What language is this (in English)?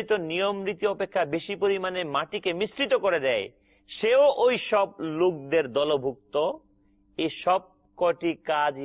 Bangla